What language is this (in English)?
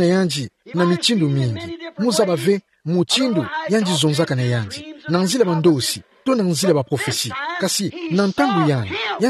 Kituba (Democratic Republic of Congo)